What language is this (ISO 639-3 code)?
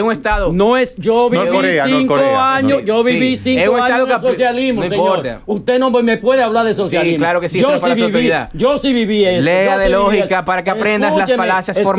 spa